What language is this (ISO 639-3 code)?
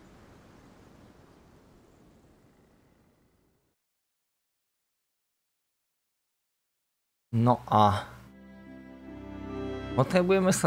slk